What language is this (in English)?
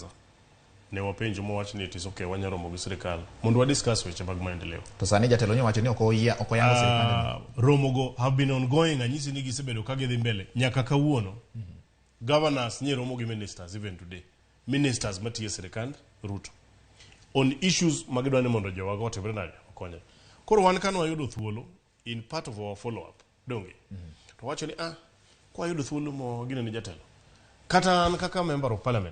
Luo (Kenya and Tanzania)